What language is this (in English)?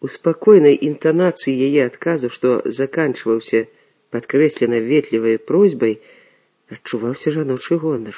Belarusian